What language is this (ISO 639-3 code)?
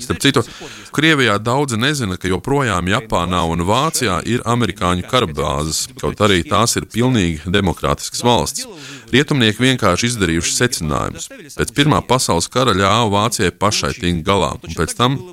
lav